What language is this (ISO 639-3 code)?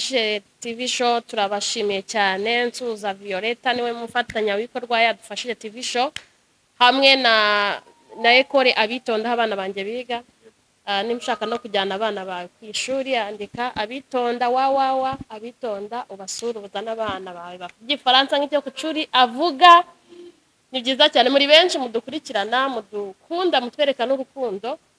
kin